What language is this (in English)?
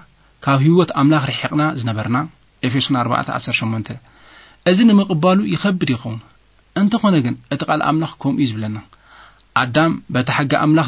Tigrinya